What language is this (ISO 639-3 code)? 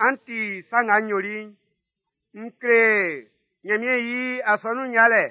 bci